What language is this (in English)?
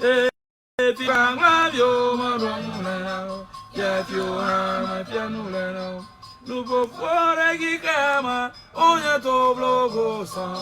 Ewe